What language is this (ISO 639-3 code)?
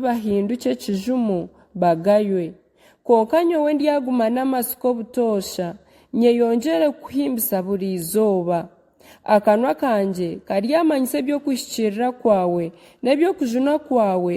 nyn